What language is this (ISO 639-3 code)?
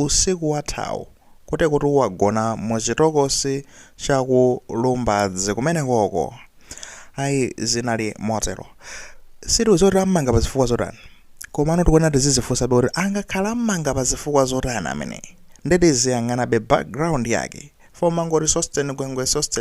nya